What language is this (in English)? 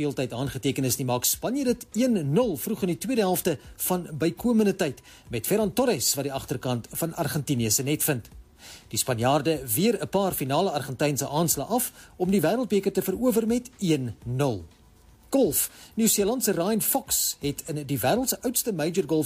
Afrikaans